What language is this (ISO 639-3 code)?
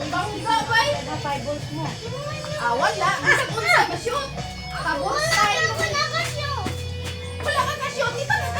ceb